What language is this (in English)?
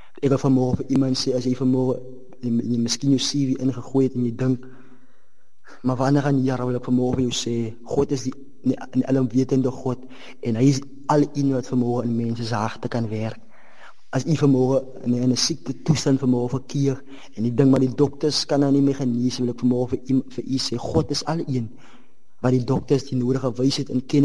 Afrikaans